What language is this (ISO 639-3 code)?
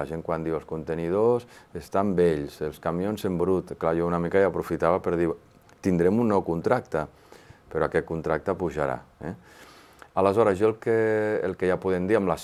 cat